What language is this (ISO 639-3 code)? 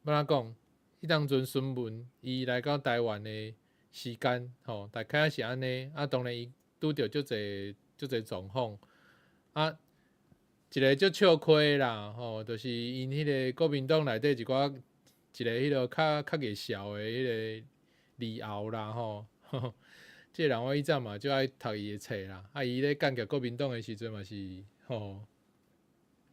nan